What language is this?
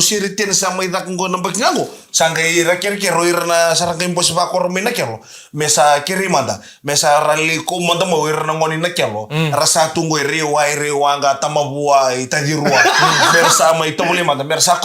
Fijian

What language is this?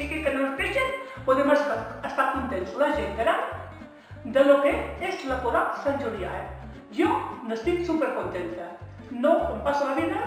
Catalan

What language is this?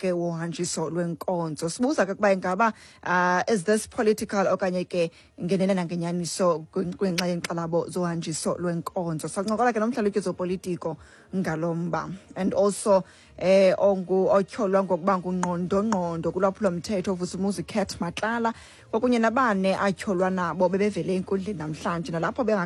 Xhosa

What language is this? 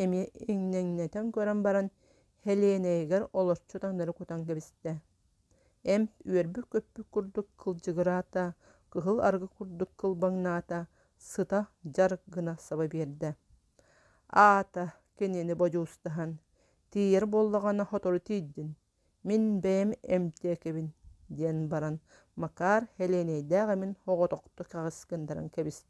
Yakut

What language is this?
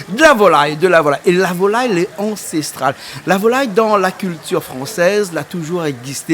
Réunion Creole French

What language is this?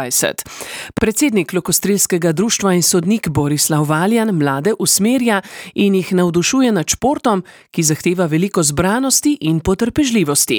Slovenian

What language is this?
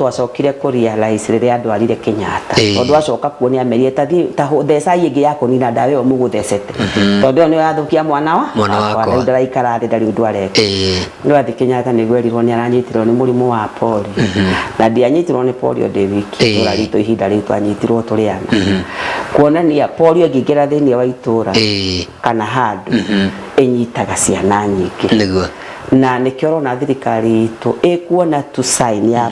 Kikuyu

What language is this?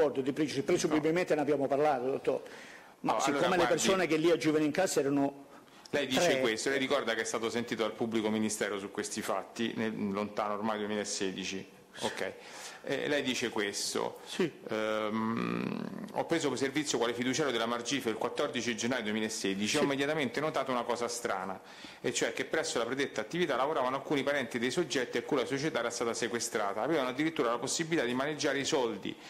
Italian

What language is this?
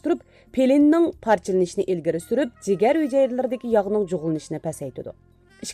Uyghur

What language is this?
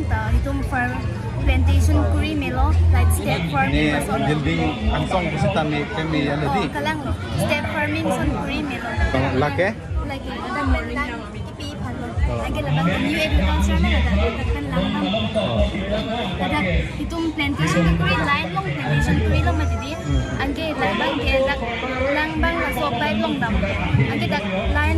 Karbi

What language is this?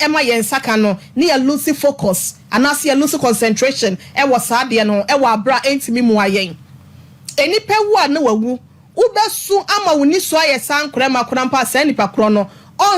Akan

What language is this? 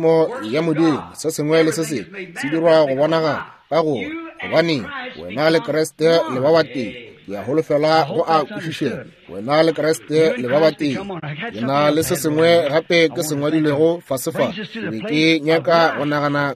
Northern Sotho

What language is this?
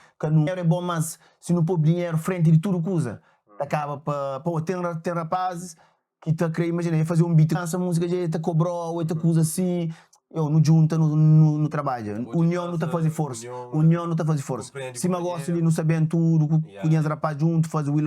Kabuverdianu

